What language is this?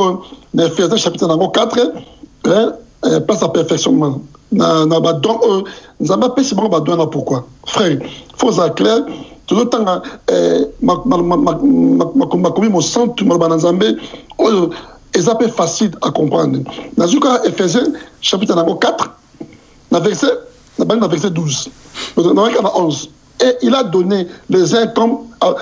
French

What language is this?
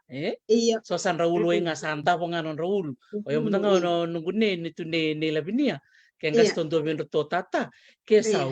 Fijian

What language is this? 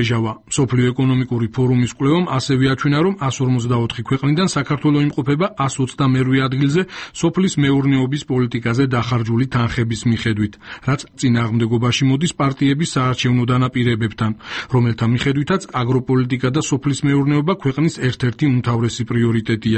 Georgian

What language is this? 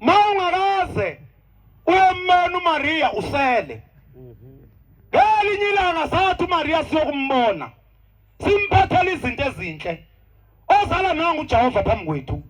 Zulu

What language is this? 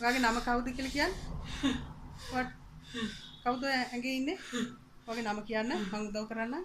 Sinhala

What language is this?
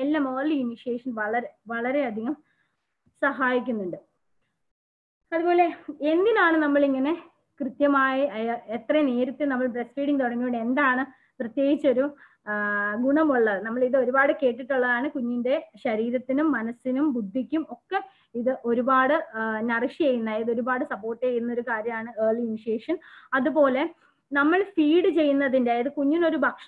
Malayalam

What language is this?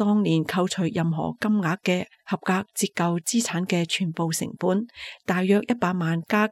Cantonese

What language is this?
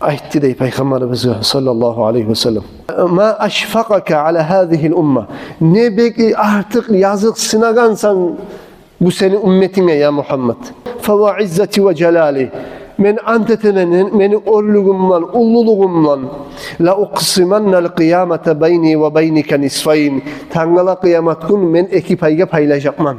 Kumyk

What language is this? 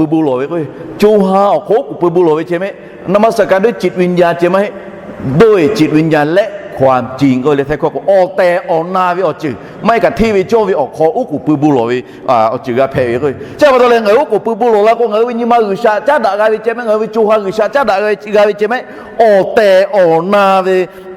Lahu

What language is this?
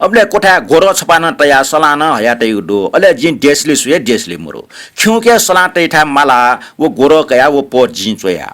Newari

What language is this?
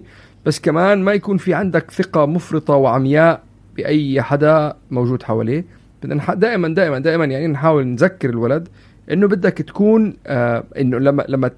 North Levantine Arabic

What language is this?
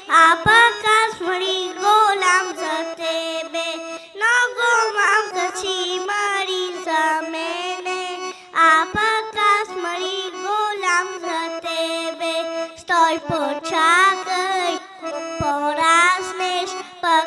Bulgarian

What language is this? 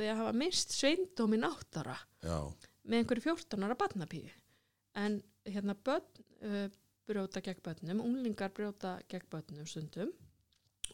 Icelandic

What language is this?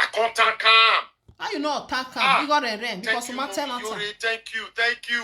Nigerian Pidgin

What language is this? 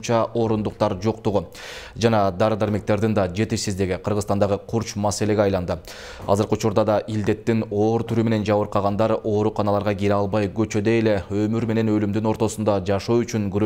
Kyrgyz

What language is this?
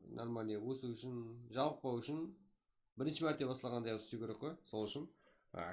Kara-Kalpak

